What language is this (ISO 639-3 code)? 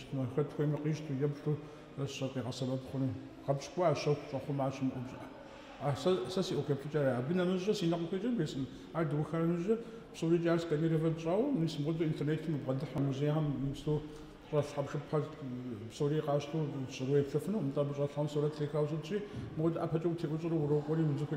kbd